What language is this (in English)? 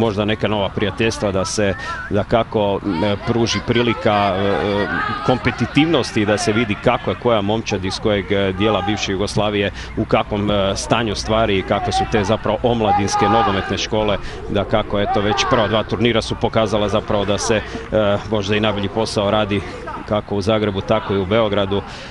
Croatian